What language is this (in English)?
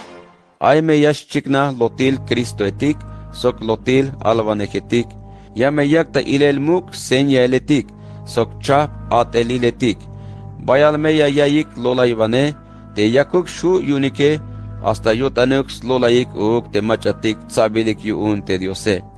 Tzeltal